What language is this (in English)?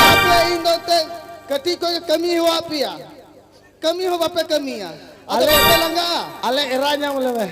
Santali